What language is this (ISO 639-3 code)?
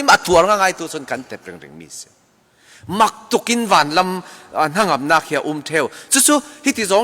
cfm